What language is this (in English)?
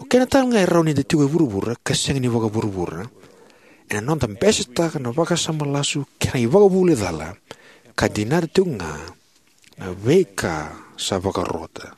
Fijian